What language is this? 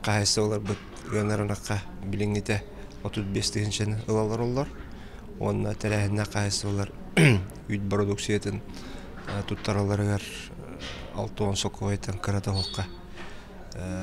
Yakut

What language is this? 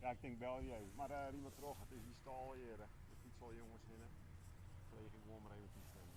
Western Frisian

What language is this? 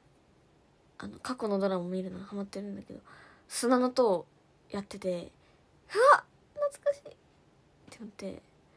Japanese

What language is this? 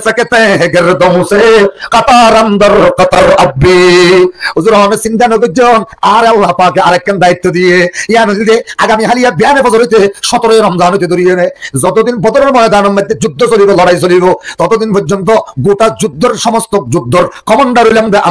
Rohingya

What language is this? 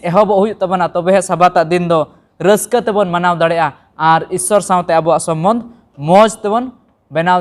Santali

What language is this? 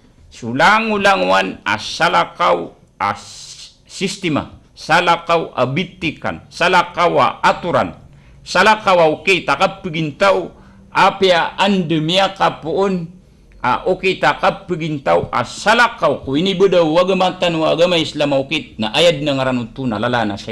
Maranao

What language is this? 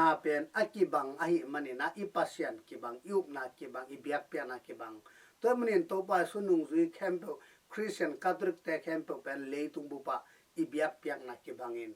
Tedim Chin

